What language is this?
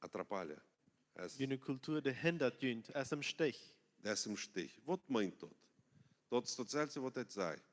Plautdietsch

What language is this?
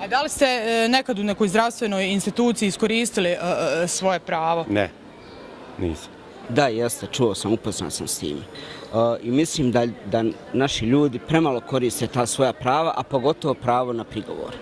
Bosnian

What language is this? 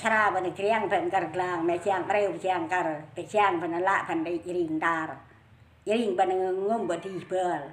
Central Mnong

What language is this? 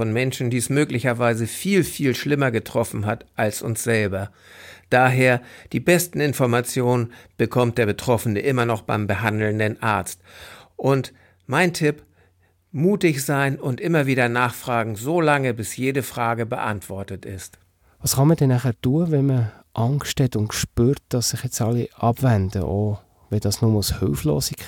German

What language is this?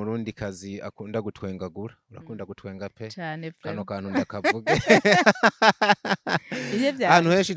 Rundi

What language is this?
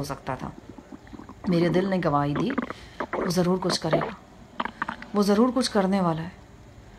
Urdu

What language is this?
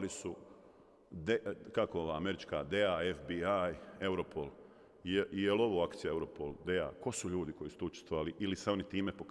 Bosnian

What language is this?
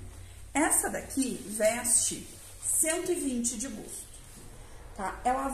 Portuguese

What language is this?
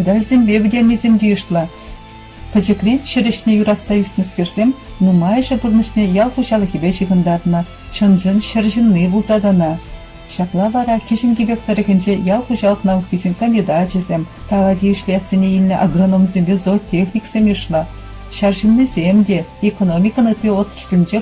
Chuvash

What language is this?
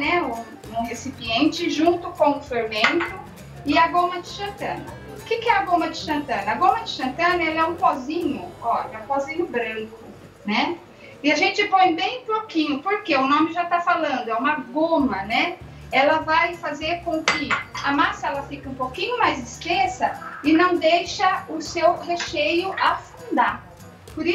Portuguese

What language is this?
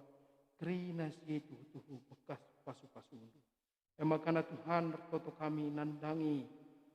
Batak Karo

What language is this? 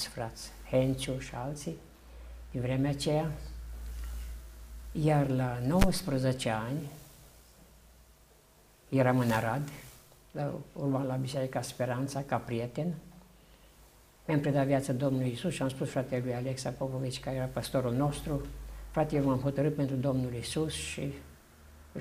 Romanian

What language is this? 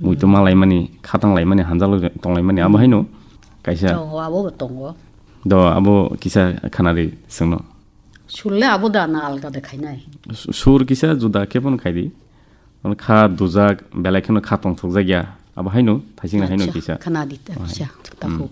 Kok Borok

